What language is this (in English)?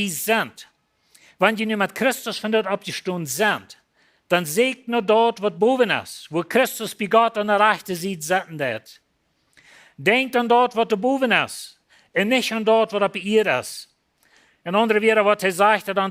Plautdietsch